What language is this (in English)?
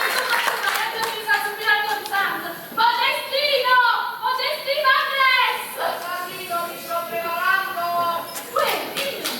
Neapolitan